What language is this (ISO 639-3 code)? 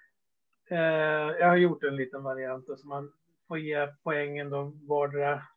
swe